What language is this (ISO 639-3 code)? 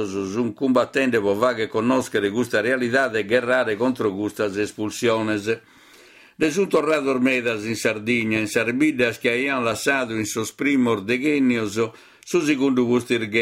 srd